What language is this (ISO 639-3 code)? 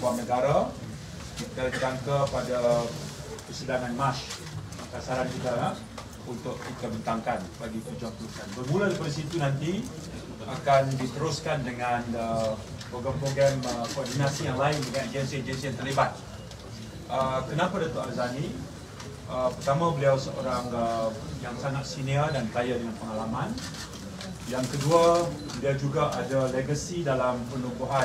msa